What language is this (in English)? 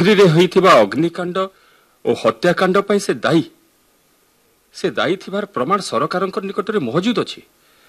Odia